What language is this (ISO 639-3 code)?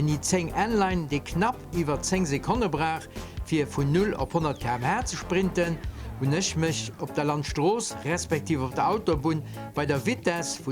ltz